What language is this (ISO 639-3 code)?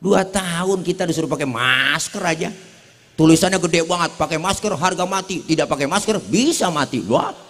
bew